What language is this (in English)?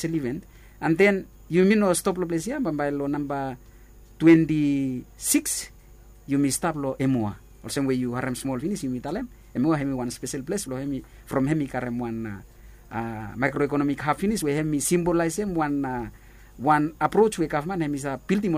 Bislama